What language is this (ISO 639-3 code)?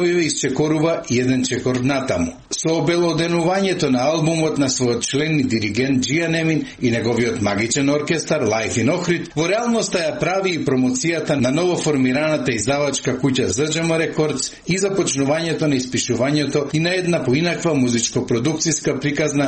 mkd